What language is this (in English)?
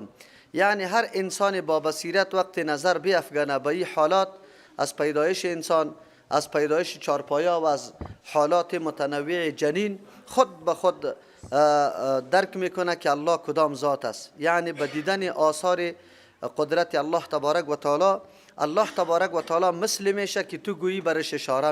Persian